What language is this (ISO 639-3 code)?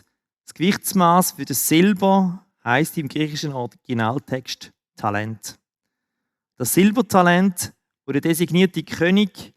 gsw